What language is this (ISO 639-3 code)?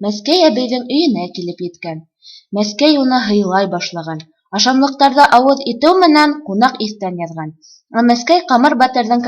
bak